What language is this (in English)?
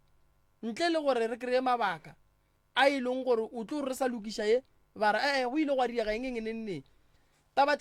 Northern Sotho